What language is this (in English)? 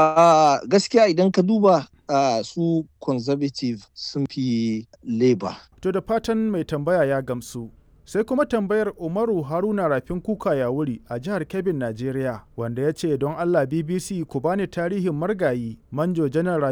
Hausa